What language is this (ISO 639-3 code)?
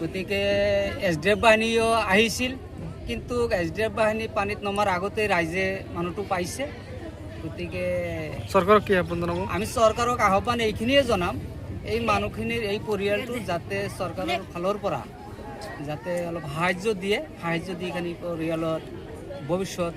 asm